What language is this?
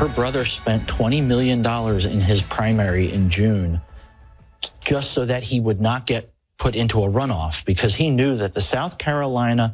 English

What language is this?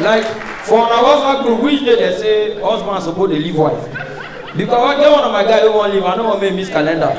Nigerian Pidgin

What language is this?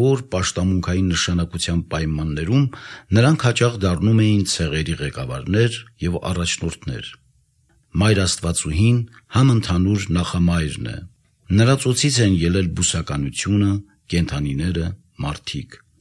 Armenian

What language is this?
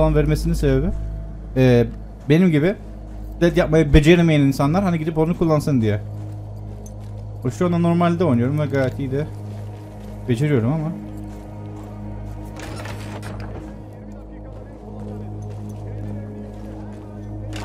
Turkish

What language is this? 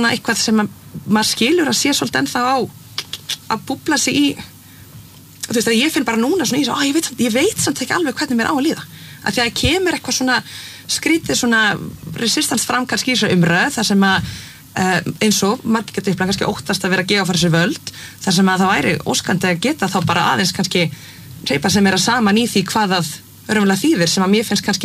Icelandic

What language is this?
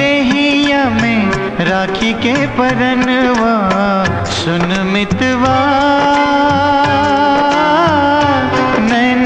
Bhojpuri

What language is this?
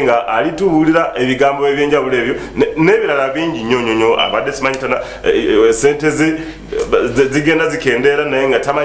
Ganda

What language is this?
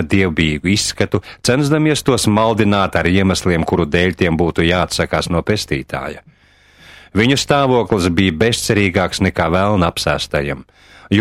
Latvian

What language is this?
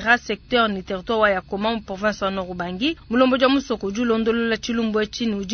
Luba-Lulua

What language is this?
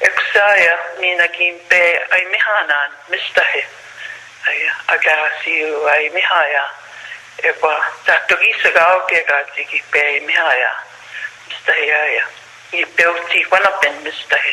Plains Cree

